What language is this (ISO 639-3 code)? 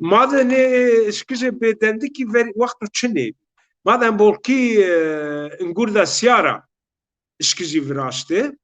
zza